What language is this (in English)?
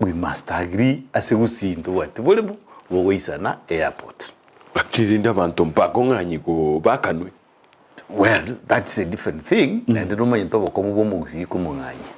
Gusii